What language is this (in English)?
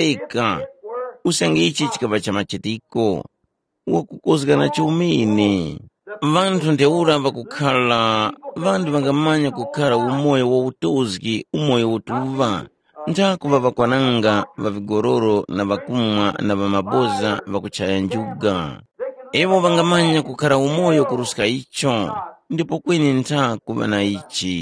Tumbuka